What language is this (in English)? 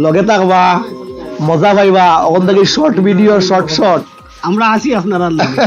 Sylheti